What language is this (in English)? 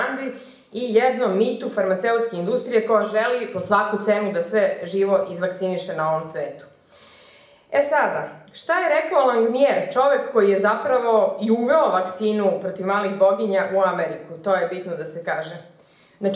Serbian